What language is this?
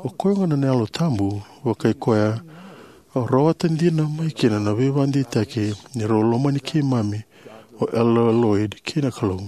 Fijian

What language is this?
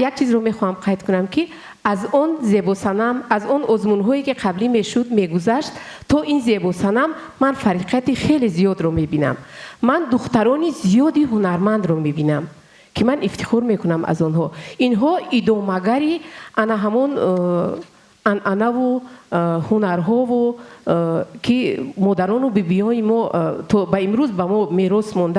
Tajik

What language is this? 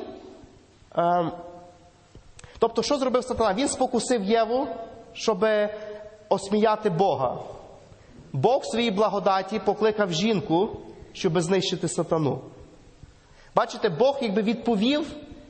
Ukrainian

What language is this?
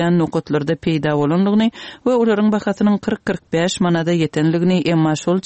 Turkmen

